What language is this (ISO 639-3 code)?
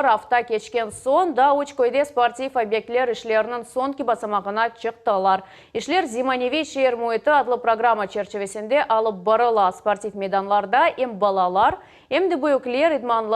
crh